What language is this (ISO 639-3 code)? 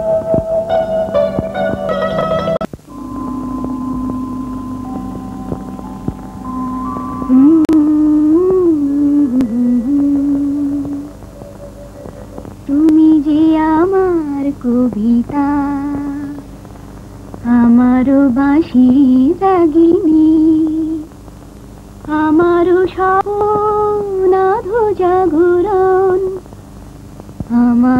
ben